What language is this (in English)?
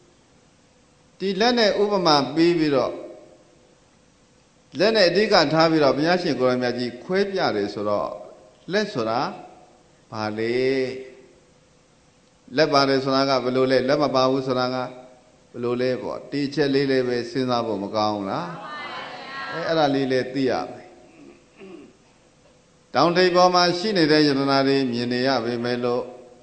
Burmese